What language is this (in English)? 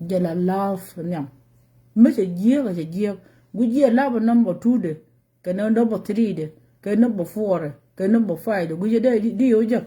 Nuer